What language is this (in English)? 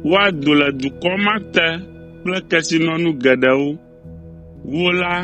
Ewe